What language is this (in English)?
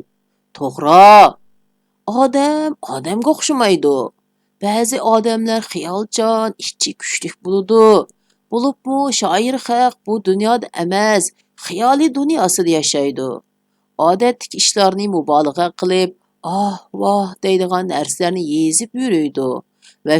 Uyghur